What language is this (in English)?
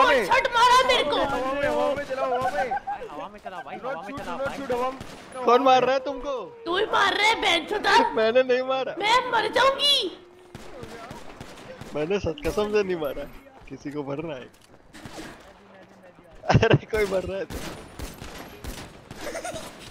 Hindi